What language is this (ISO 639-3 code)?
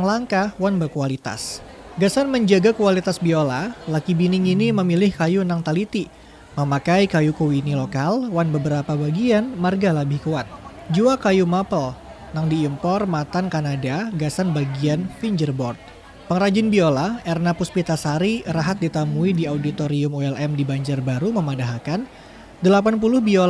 bjn